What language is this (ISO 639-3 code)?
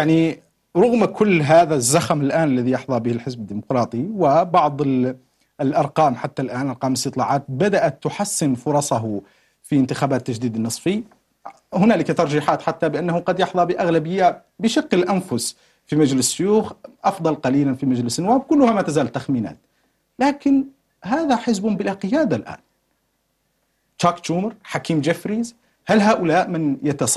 ara